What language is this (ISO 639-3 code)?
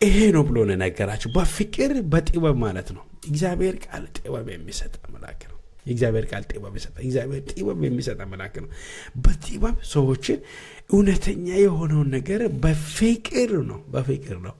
amh